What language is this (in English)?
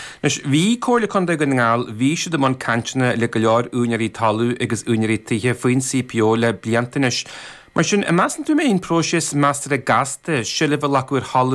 Irish